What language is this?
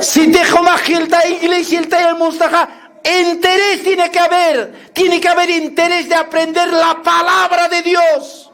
Aymara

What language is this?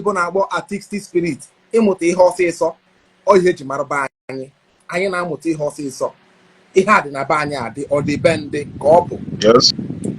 Igbo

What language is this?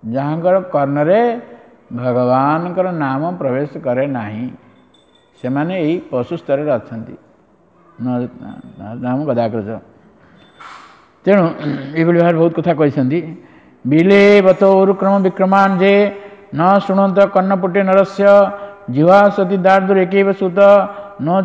Odia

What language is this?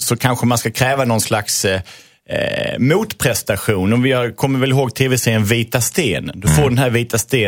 Swedish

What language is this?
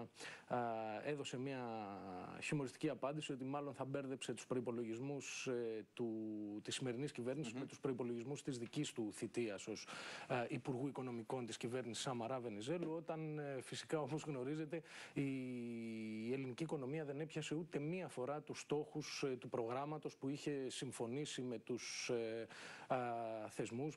Greek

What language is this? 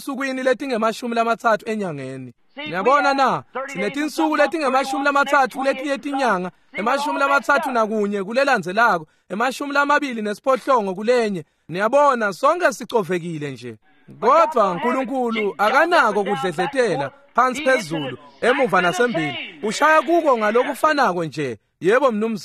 Swati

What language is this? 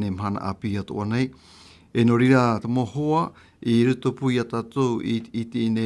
Tahitian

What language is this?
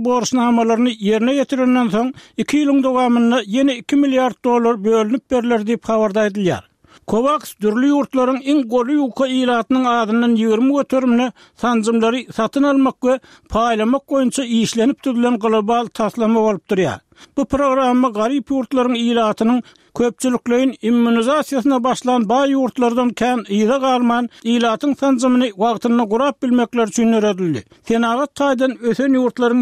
Turkmen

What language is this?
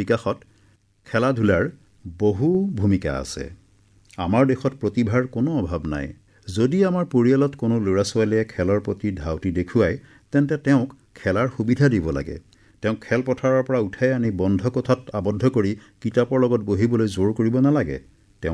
Assamese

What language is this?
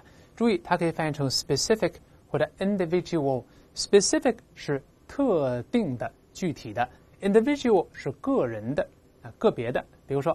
Chinese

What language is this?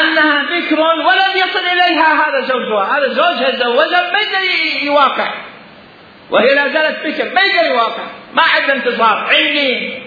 Mesopotamian Arabic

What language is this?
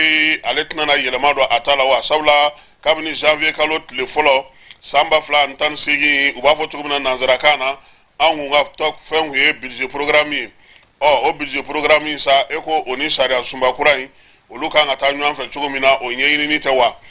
Bambara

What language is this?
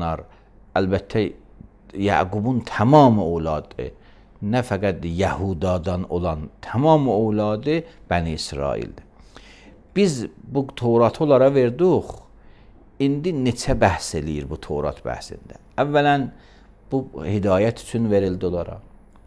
Azerbaijani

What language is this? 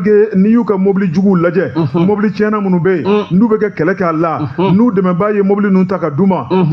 Bambara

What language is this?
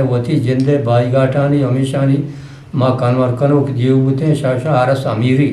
Eastern Balochi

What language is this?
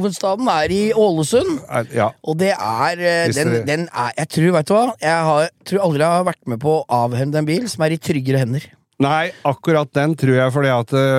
Norwegian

